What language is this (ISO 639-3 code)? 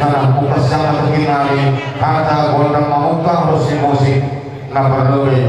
bts